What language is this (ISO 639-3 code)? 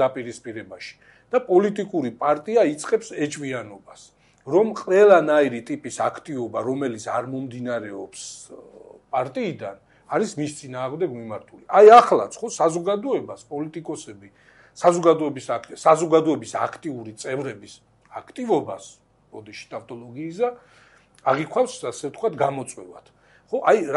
kat